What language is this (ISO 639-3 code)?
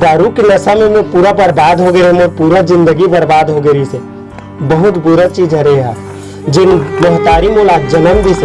hne